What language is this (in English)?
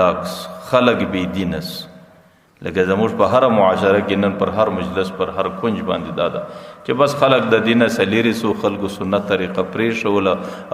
Pashto